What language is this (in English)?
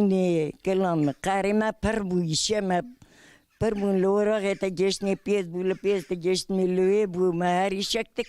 Kurdish